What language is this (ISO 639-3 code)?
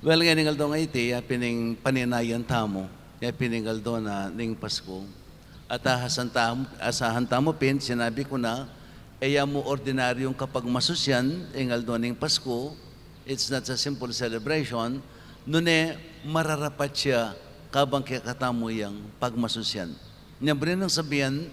pam